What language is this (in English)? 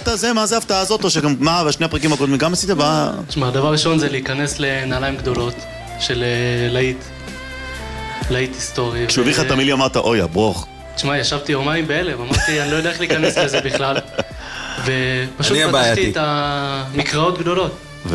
Hebrew